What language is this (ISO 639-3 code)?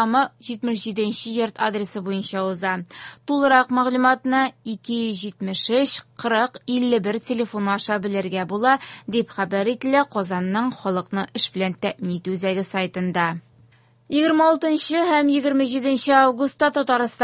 tat